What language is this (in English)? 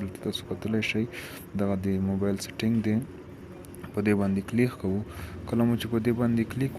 Pashto